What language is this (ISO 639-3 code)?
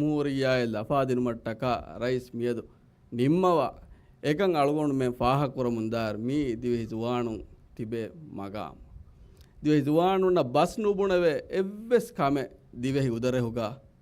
div